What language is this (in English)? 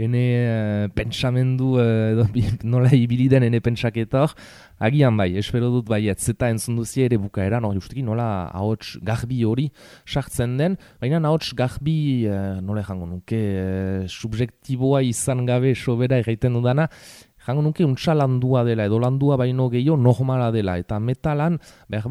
Basque